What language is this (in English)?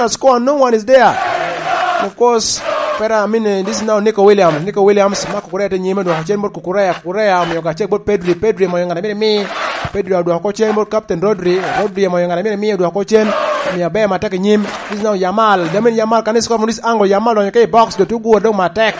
Lango (Uganda)